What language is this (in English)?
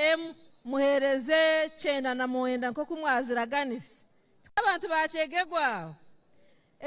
Nyankole